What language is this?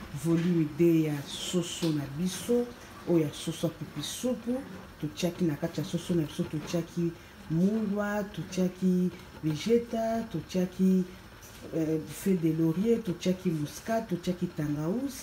Lingala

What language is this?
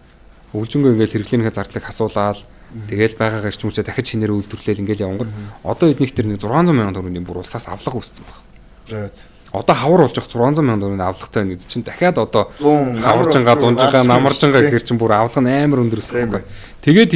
Mongolian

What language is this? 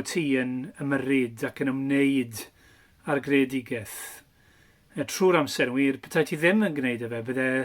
Welsh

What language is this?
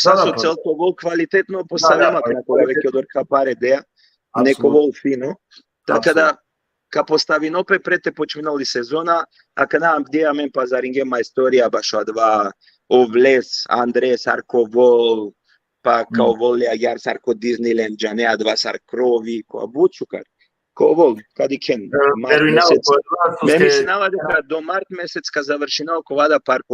Balkan Romani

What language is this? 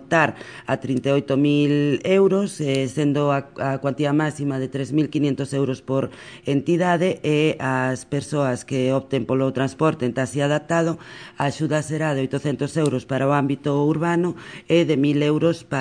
Galician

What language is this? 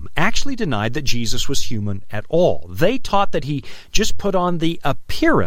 English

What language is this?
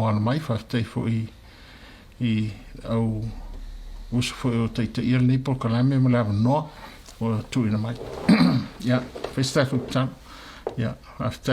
Samoan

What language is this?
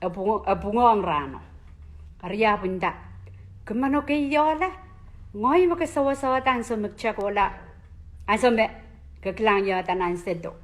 Pohnpeian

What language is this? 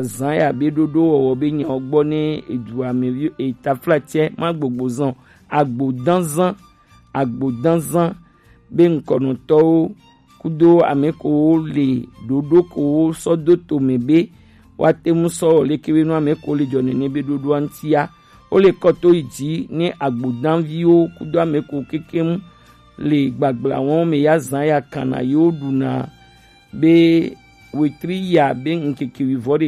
Gen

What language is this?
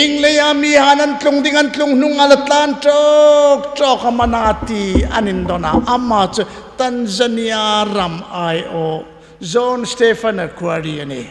Hmar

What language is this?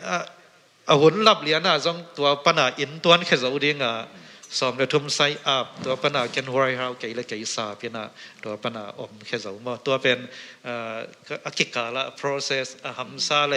Tedim Chin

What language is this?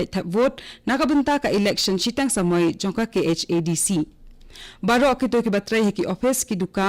Khasi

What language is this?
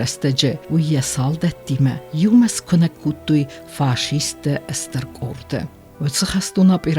Ossetic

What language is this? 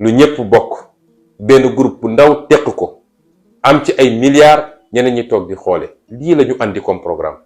Wolof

